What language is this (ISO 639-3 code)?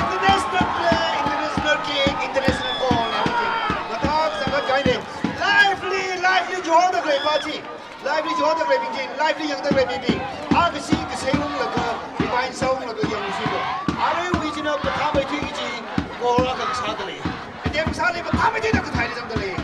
nmf